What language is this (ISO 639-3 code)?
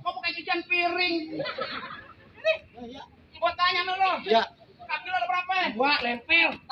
bew